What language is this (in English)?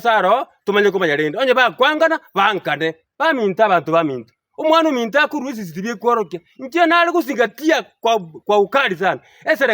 Gusii